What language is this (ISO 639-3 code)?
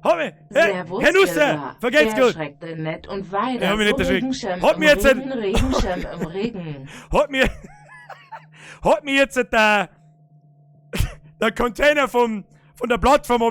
bar